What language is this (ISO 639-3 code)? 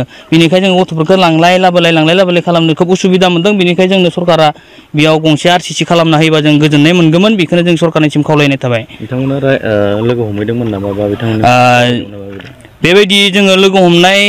brx